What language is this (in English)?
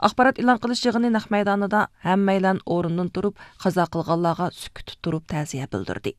Uyghur